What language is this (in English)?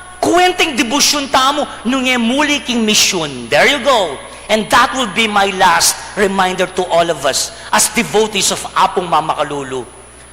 Pampanga